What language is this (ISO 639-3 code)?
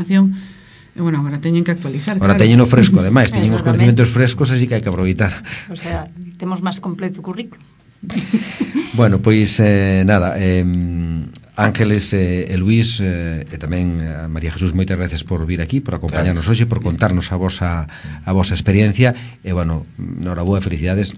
glg